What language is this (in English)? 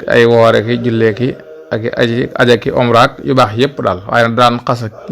Wolof